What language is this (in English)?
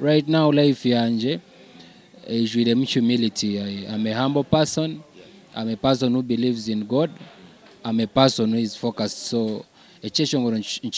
Nyankole